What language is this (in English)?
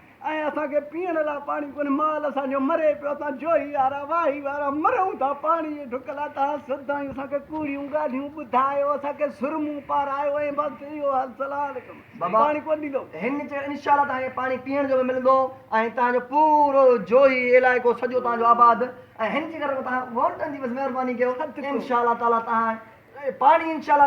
Sindhi